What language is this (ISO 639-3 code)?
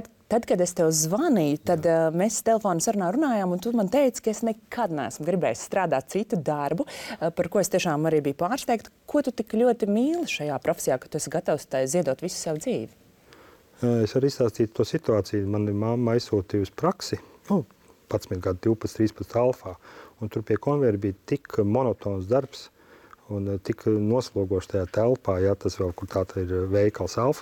lav